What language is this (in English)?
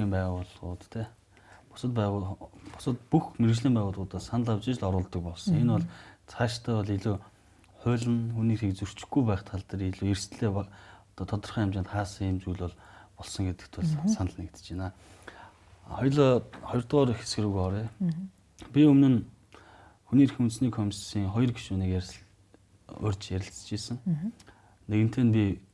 Mongolian